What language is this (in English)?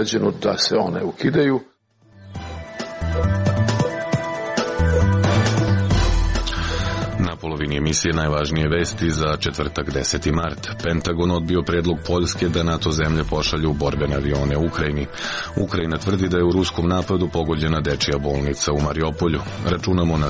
Serbian